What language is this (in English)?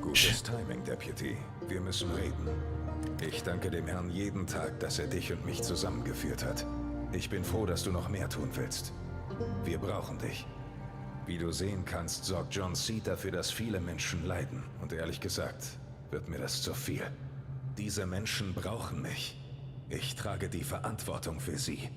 Bavarian